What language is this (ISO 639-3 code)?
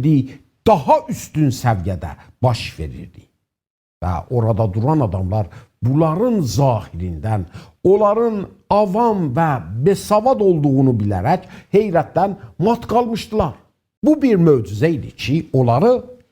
azb